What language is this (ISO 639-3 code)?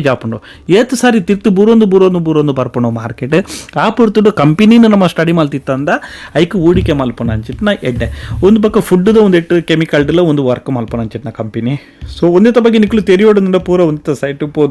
tcy